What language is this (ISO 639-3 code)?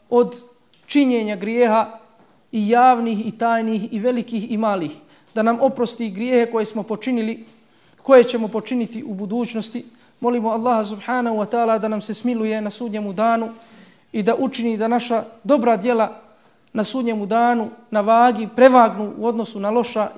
bos